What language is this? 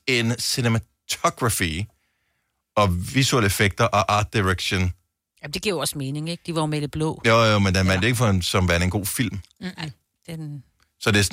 Danish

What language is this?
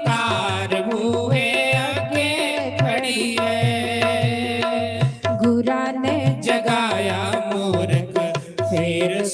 Dogri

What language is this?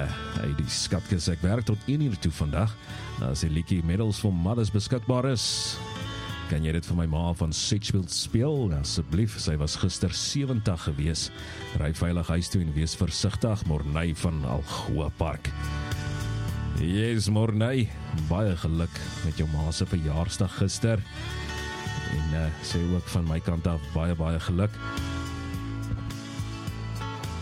Afrikaans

